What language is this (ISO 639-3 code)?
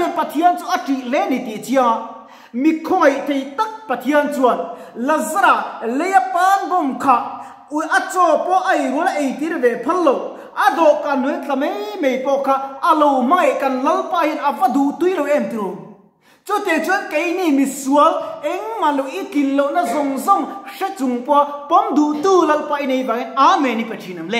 lus